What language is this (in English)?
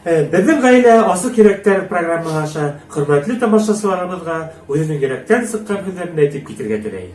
Bashkir